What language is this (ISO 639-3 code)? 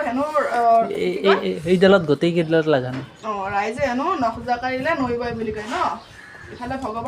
asm